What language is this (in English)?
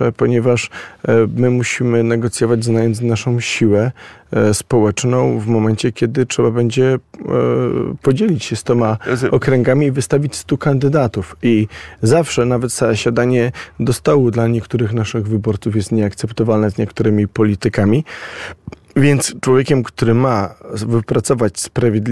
Polish